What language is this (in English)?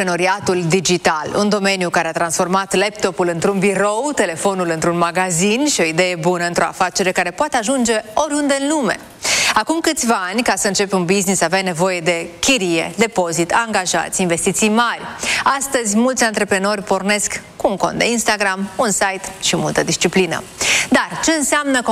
Romanian